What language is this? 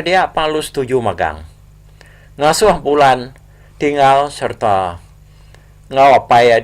Iban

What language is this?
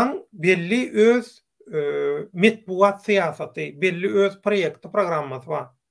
Turkmen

